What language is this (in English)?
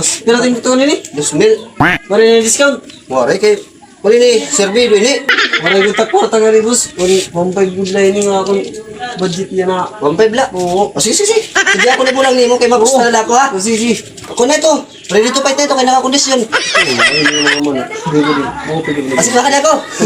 Waray